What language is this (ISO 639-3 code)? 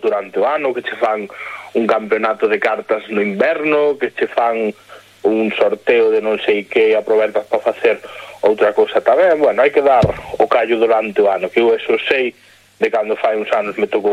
glg